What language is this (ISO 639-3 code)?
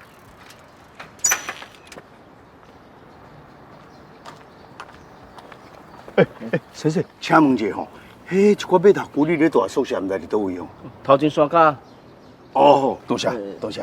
nan